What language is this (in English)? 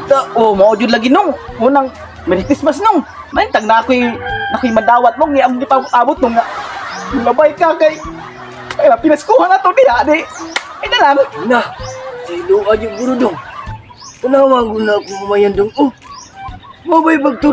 Cebuano